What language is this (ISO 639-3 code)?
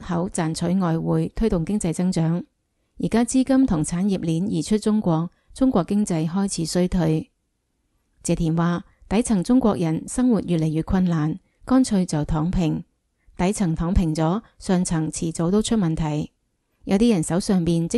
yue